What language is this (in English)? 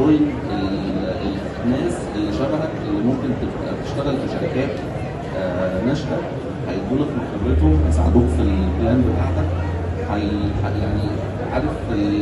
Egyptian Arabic